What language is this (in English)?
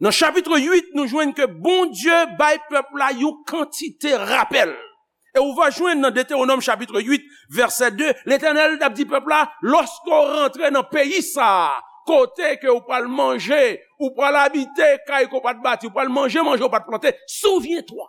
Haitian Creole